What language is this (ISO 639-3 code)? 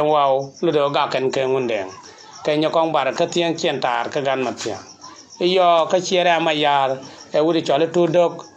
nus